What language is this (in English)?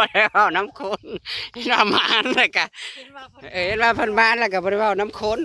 Northeastern Thai